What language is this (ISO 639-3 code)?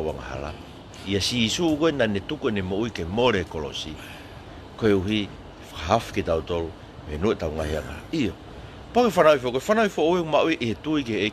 ton